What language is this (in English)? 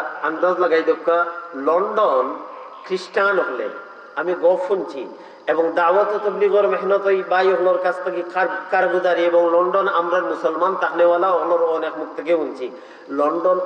Sylheti